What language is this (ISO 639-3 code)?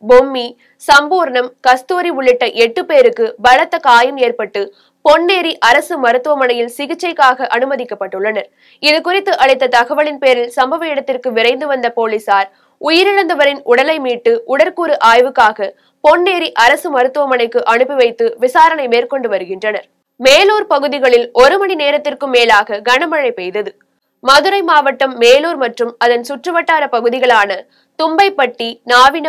tam